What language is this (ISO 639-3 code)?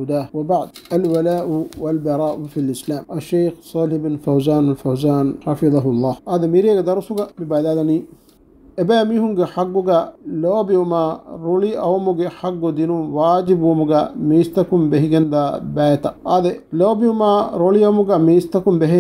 div